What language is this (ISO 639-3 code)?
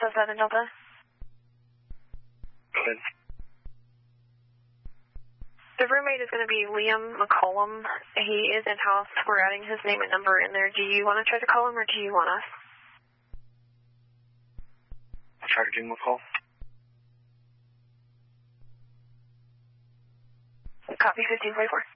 eng